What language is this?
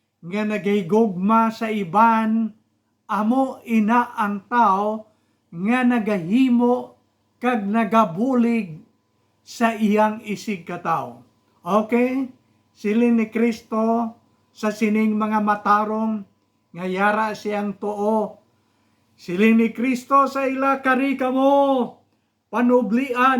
Hiligaynon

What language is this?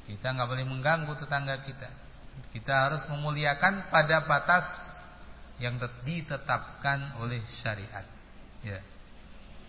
Indonesian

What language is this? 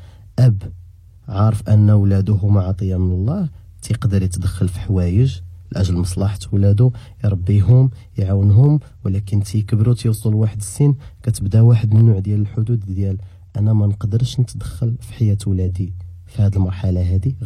Moroccan Arabic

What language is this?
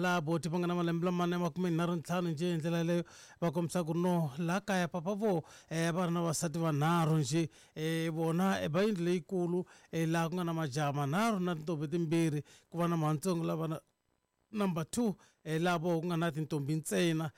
Tsonga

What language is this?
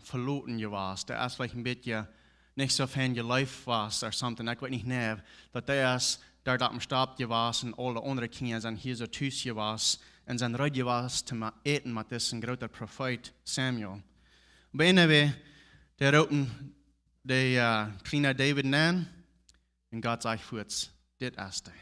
Plautdietsch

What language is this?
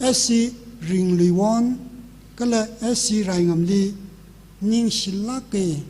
Tangkhul Naga (India)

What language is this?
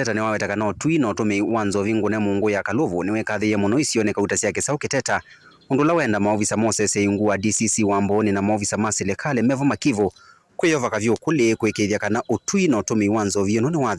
Kamba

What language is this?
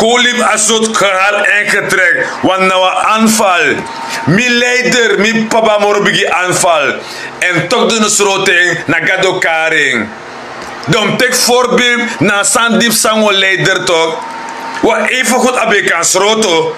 Sranan Tongo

